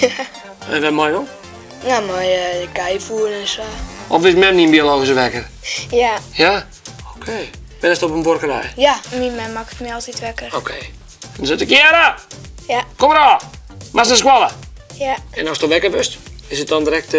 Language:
Western Frisian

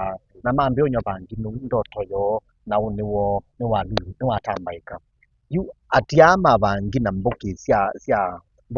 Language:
Kamba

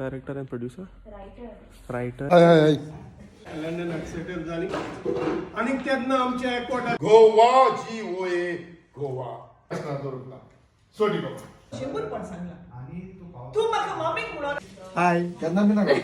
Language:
Konkani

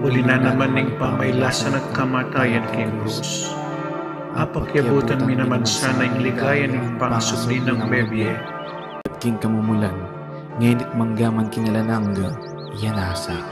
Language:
Pampanga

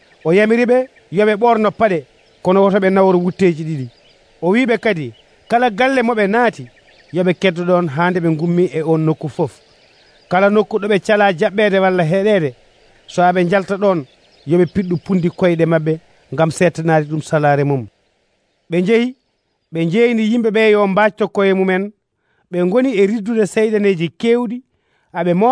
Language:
Nigerian Fulfulde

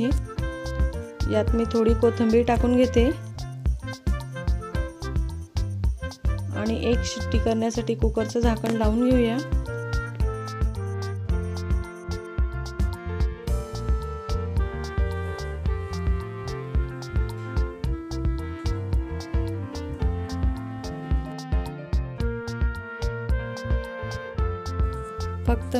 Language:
Marathi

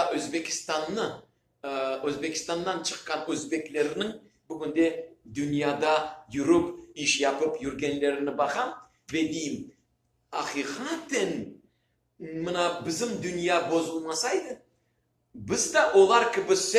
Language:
Crimean Tatar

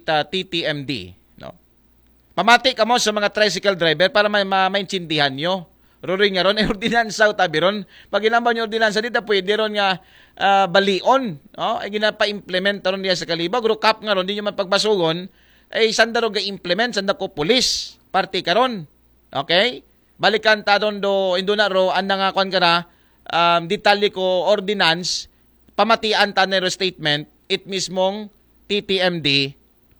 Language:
Aklanon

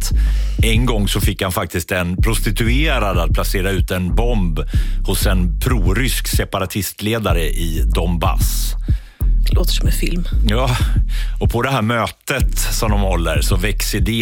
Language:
Swedish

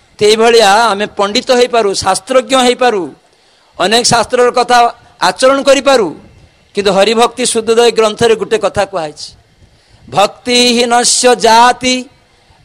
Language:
Odia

